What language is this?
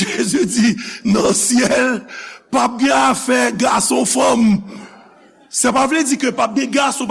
Haitian Creole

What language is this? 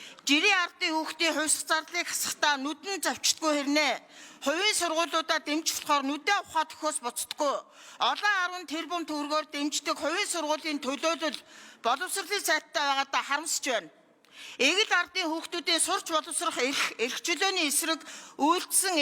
Mongolian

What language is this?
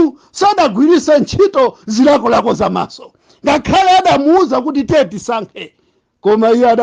Nyanja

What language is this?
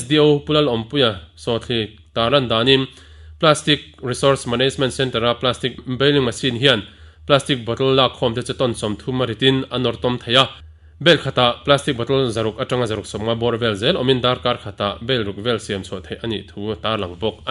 Mizo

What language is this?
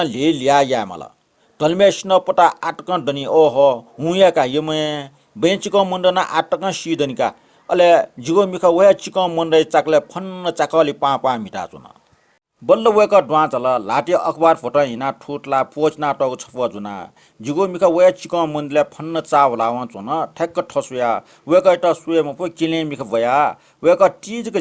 Newari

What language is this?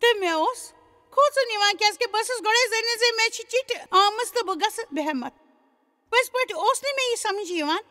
Kashmiri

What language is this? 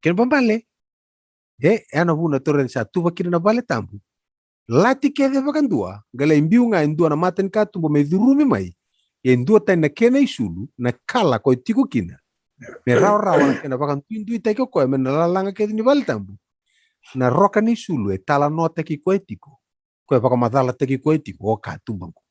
Fijian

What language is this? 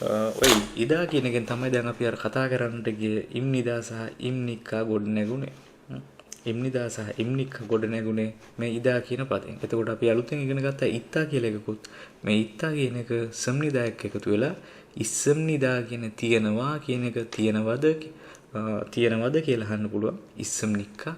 Sinhala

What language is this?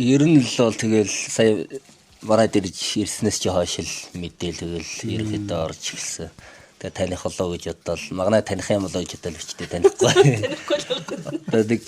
Mongolian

